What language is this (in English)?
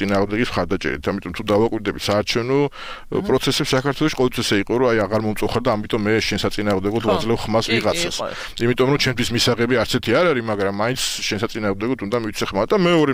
Georgian